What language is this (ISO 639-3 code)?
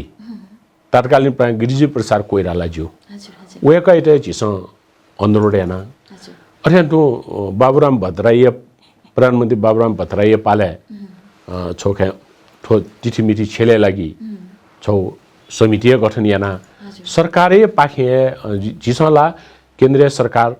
new